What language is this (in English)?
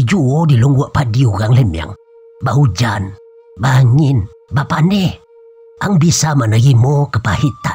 Minangkabau